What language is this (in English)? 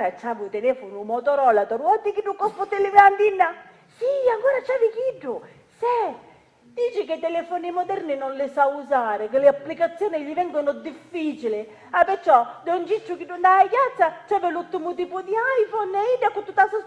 Sicilian